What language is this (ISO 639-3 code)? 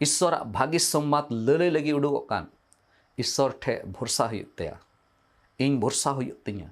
sat